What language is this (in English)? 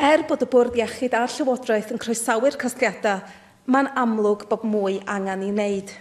Welsh